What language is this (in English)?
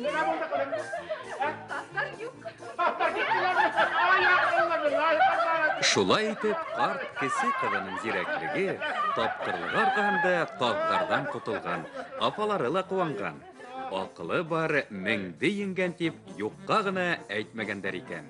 Bashkir